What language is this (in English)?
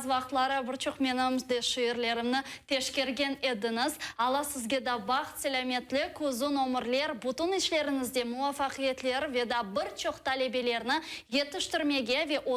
Crimean Tatar